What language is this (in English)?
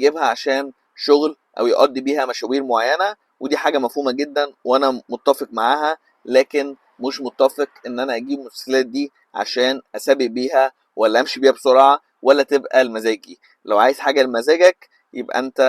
Egyptian Arabic